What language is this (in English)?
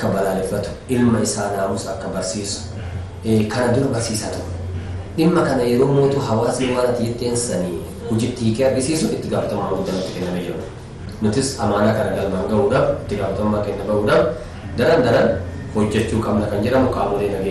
Oromo